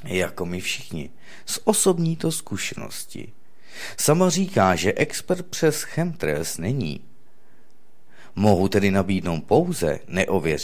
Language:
Czech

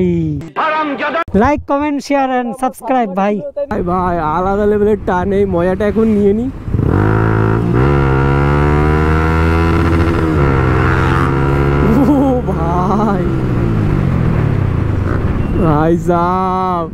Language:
Bangla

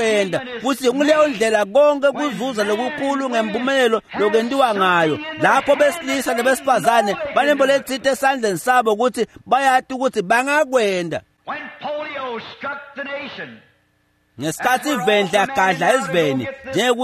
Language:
Swati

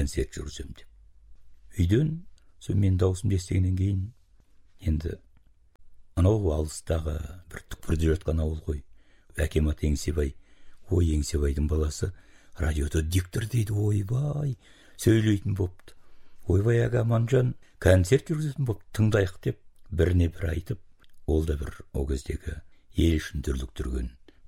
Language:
Kazakh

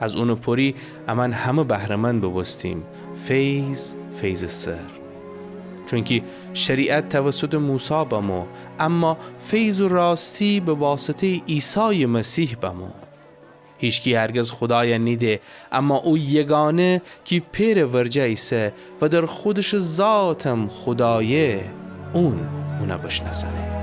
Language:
Gilaki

